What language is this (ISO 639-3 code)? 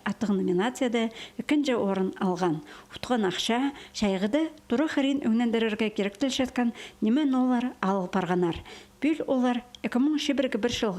kjh